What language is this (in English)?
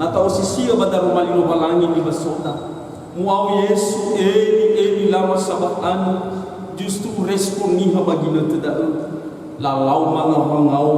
Nias